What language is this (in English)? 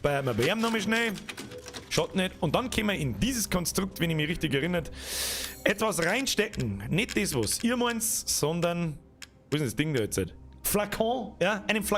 Bavarian